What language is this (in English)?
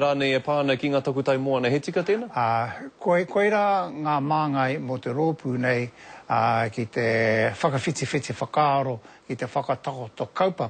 Māori